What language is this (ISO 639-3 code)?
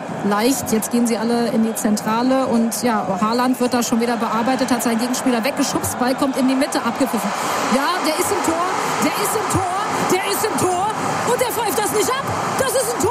deu